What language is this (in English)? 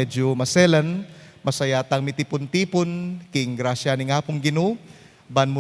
Pampanga